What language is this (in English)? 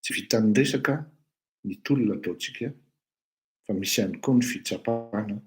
Malagasy